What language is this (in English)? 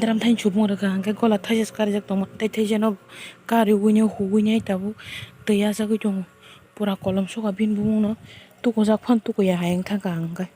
Kok Borok